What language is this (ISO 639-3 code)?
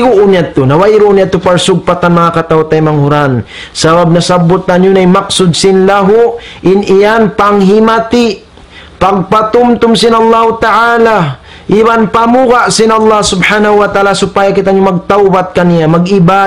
tsg